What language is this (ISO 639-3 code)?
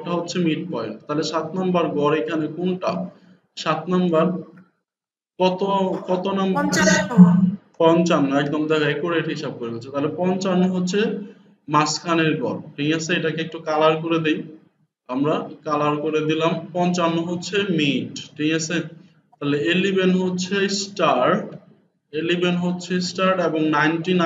ben